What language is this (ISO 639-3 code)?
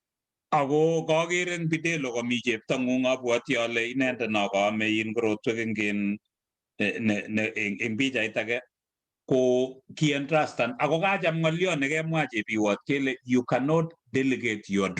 kln